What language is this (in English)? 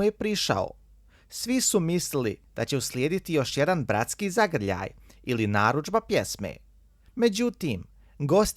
Bosnian